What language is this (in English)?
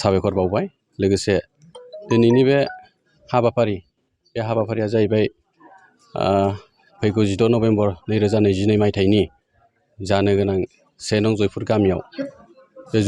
Bodo